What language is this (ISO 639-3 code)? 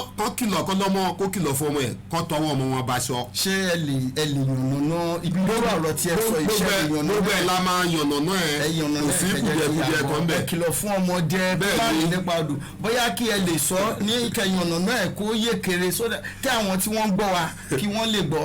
yor